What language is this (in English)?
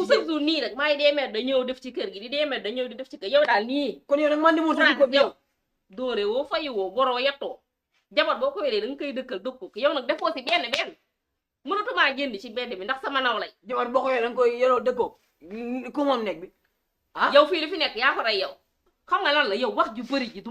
Wolof